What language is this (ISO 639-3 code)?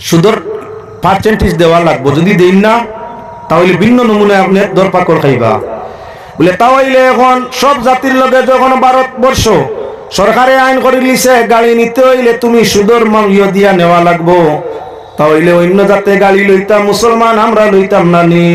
syl